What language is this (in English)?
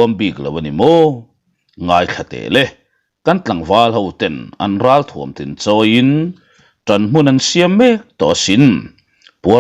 Mizo